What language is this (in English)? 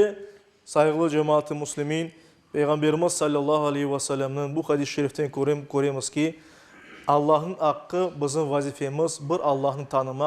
Crimean Tatar